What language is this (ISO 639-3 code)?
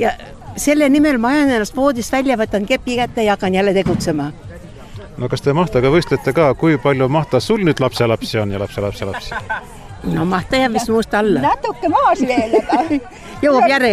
est